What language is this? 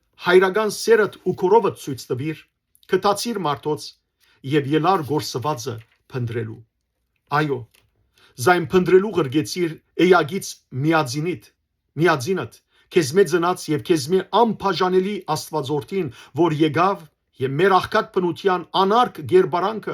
Western Armenian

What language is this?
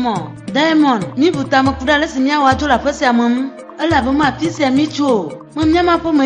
Ewe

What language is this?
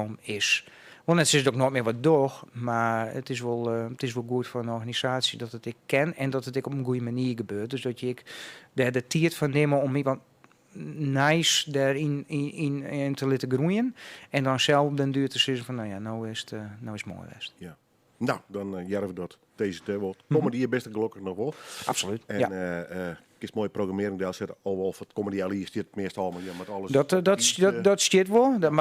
Western Frisian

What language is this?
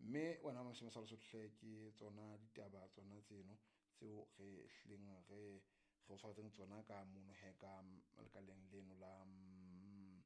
Southern Sotho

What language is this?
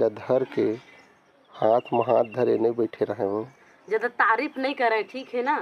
Chhattisgarhi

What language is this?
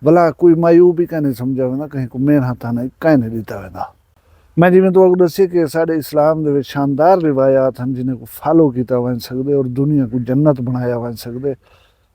Saraiki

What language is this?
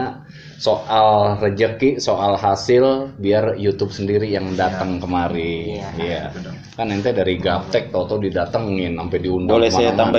Betawi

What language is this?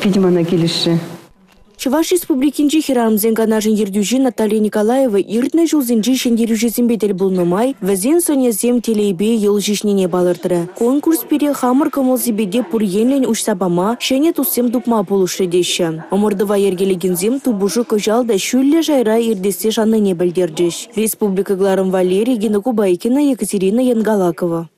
Chuvash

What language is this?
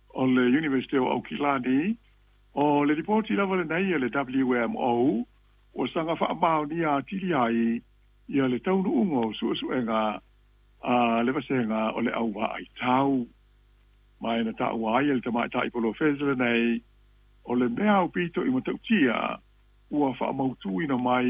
Samoan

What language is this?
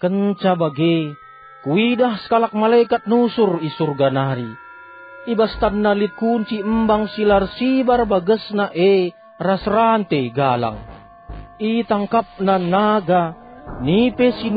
Batak Karo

